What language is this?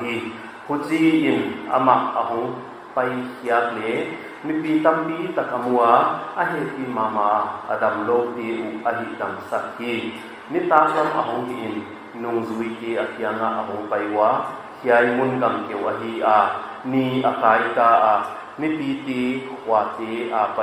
Paite Chin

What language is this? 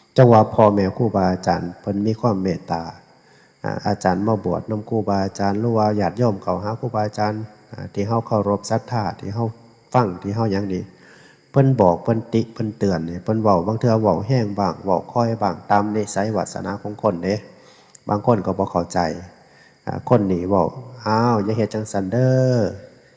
Northeastern Thai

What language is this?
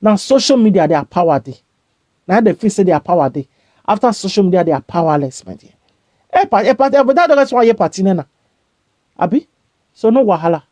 Nigerian Pidgin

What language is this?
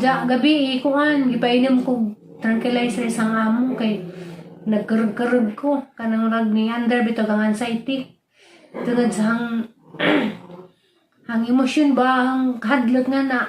Cebuano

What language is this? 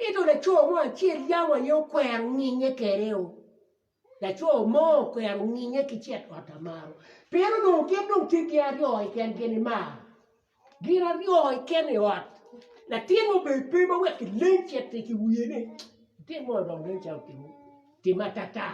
Acoli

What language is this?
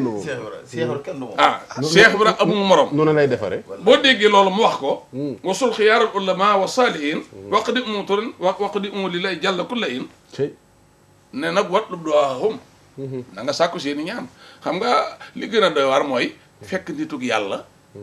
Wolof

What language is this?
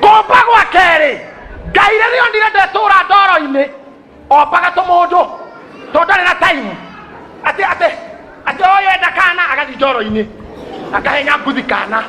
Kikuyu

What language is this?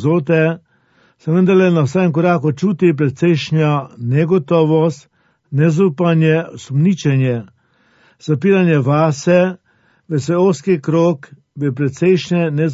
Slovenian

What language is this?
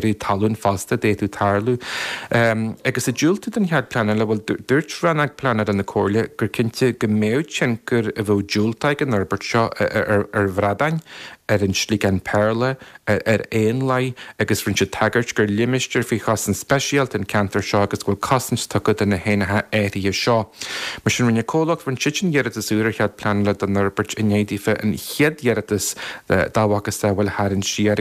Irish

